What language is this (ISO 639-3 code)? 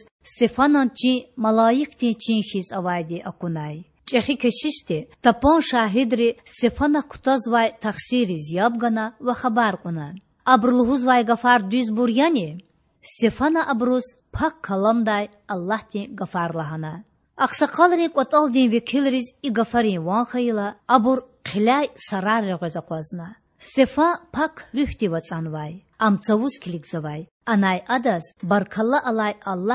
lez